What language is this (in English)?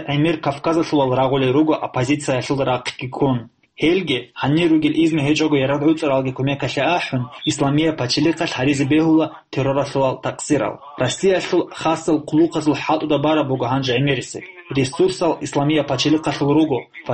Avaric